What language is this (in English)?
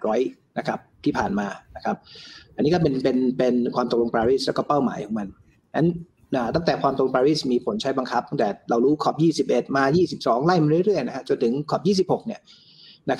Thai